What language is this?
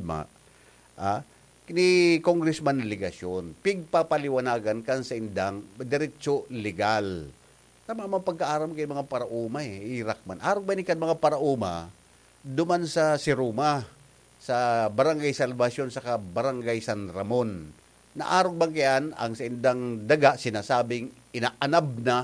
Bikol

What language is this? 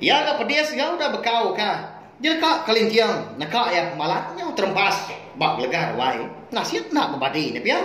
Iban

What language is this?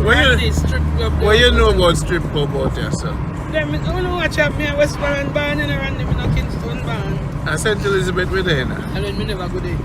Jamaican Creole English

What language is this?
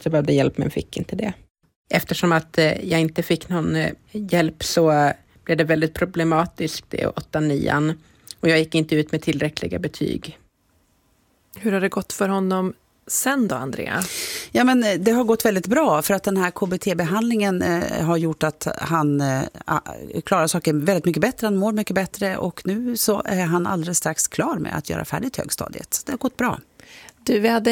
Swedish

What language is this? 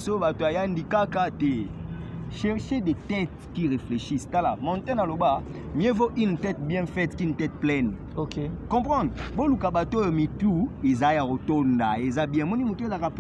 Lingala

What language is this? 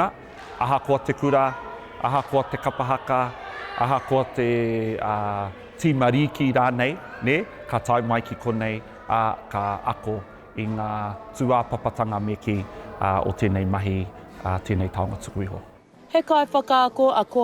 Māori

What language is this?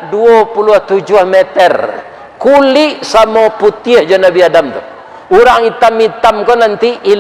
Minangkabau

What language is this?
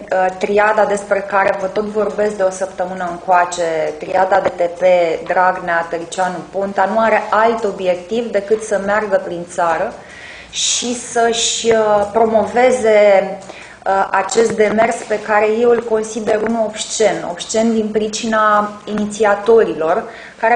Romanian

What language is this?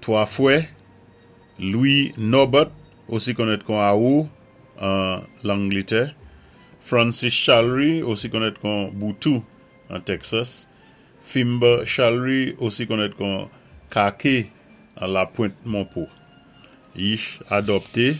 Saint Lucian Creole French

